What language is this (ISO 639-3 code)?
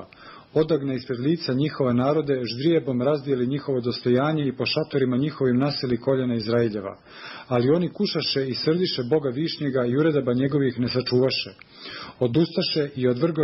srp